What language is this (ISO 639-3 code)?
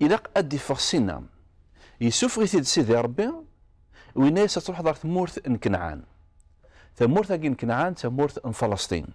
kab